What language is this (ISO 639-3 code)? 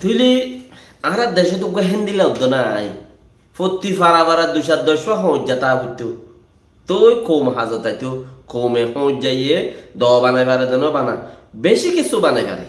rhg